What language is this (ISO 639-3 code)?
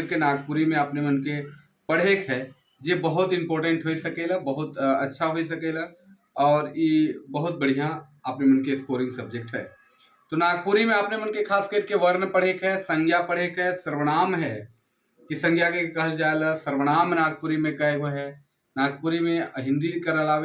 sck